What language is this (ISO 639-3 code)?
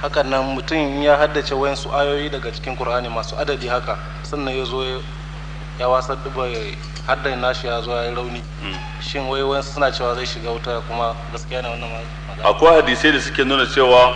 hau